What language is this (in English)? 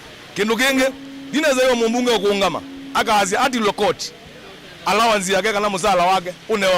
Kamba